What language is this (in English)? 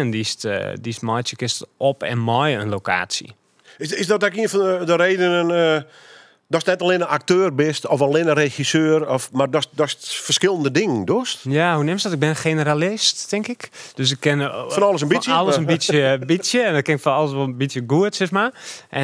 Dutch